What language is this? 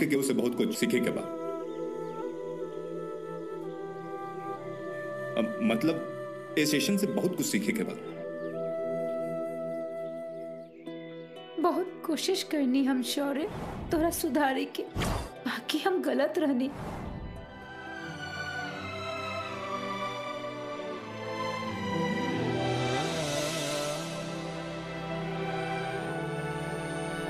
Bhojpuri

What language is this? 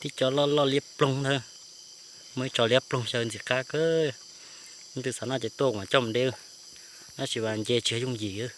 Hmong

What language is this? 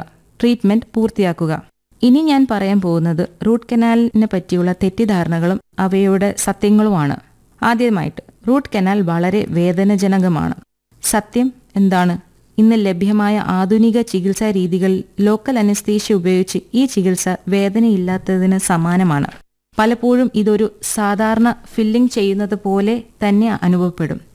Malayalam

